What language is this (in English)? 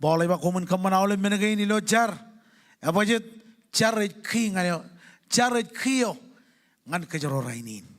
Marshallese